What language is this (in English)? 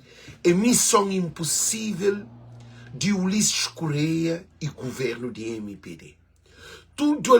Kabuverdianu